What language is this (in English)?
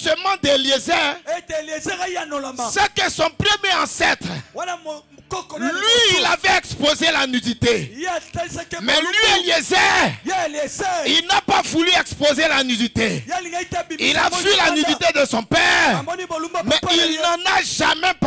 French